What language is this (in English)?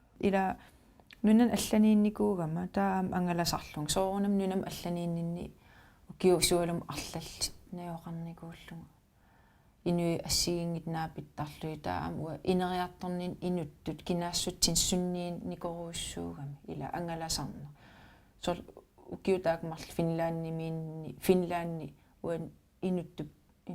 Kalaallisut